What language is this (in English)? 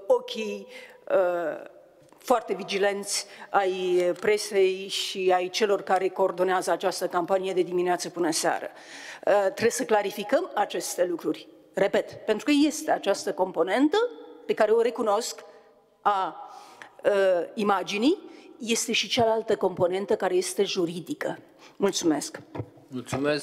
Romanian